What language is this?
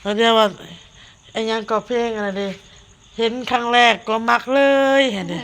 Northeastern Thai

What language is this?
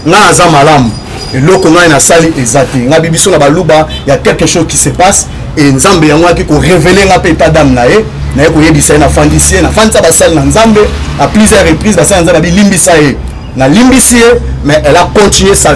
Lingala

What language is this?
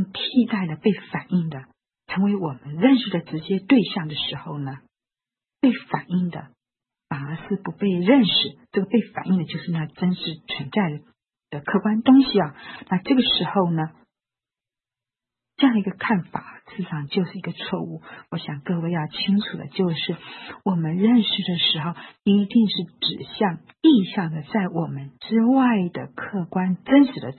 Chinese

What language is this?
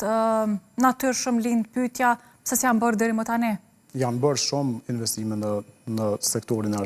Albanian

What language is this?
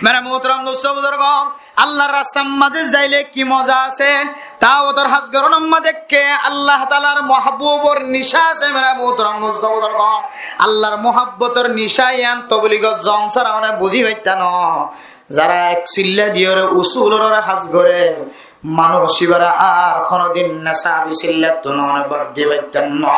Rohingya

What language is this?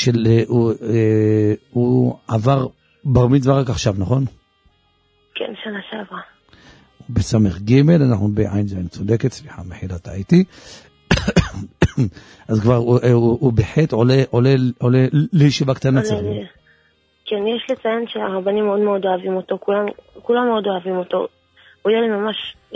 Hebrew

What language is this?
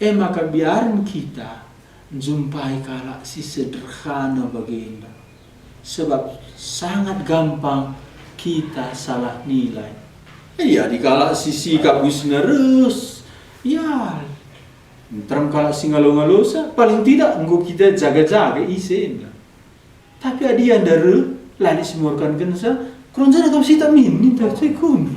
Batak Karo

